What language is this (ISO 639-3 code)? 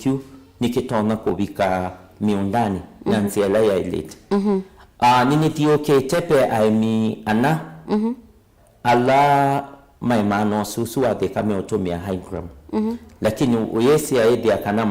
kam